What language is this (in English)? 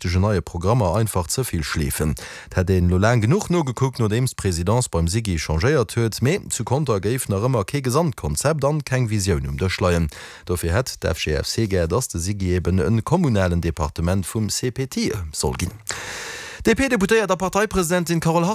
Luxembourgish